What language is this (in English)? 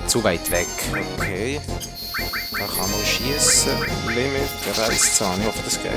Swiss German